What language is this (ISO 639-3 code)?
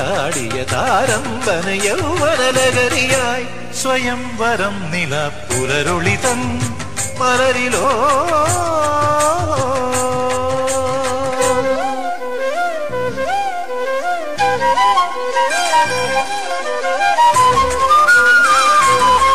mal